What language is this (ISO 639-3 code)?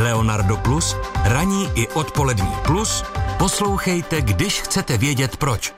ces